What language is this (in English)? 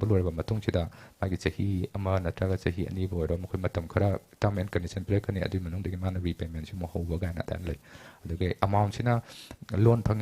Manipuri